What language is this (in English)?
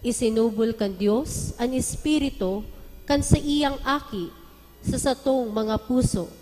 Bikol